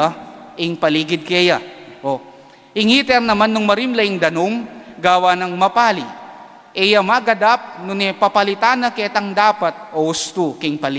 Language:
Pampanga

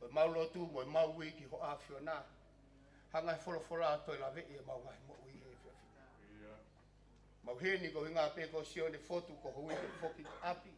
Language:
Tongan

